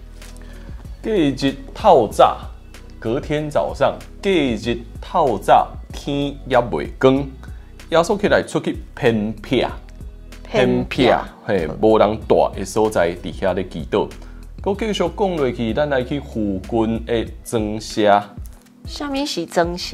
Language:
Min Nan Chinese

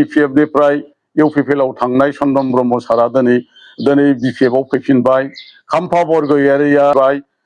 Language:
Bodo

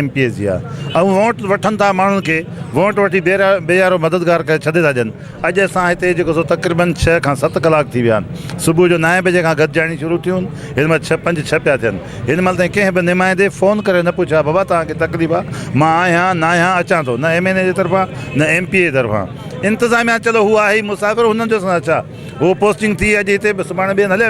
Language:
Sindhi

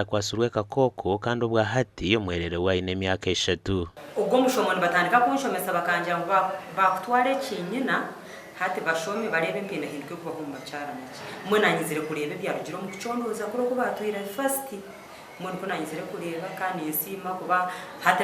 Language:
Nyankole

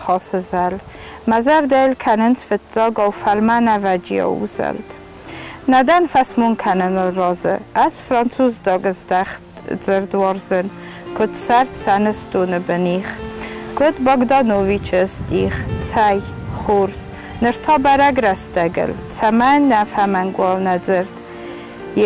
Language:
Ossetic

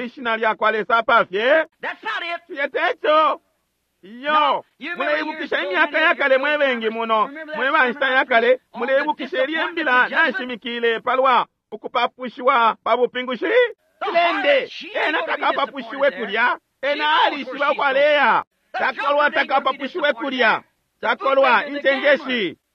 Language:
Bemba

